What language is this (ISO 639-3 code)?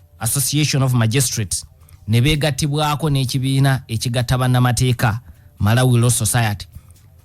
lug